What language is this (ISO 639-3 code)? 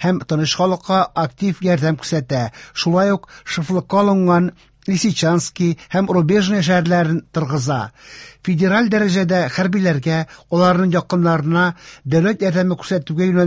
tat